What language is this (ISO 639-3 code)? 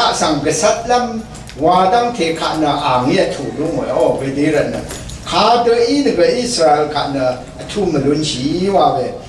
raw